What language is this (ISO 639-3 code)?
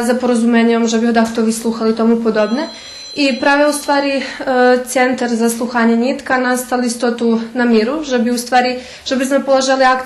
rue